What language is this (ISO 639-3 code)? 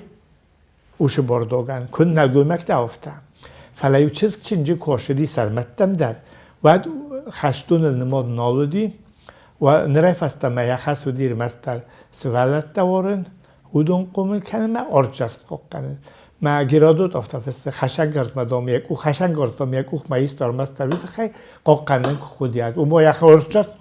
oss